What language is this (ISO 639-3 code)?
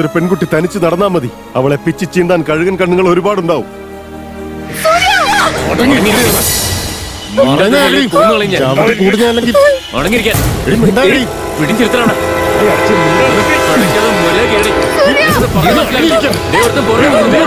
mal